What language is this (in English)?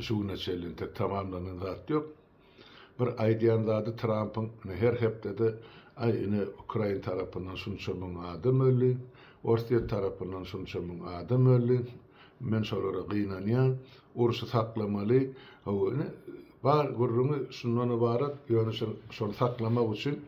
Turkmen